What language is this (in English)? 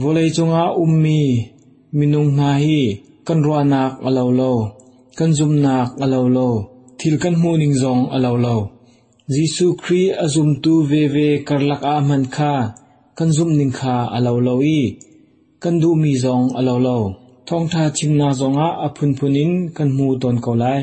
Hakha Chin